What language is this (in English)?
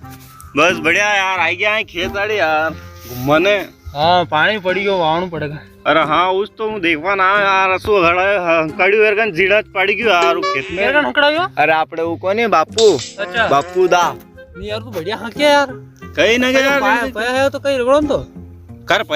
Rajasthani